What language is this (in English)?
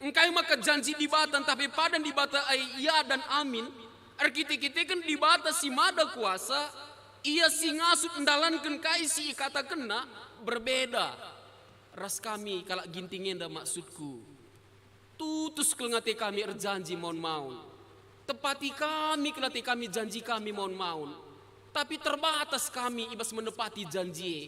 Batak Karo